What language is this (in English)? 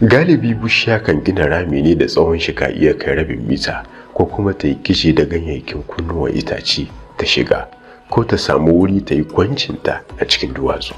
Hausa